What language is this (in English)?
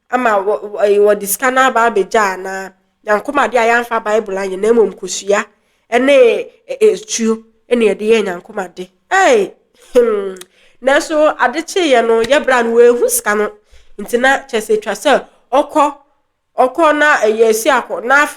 Akan